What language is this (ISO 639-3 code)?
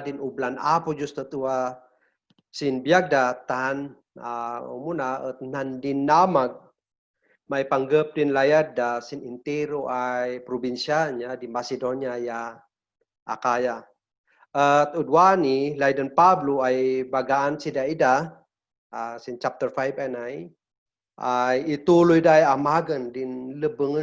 kne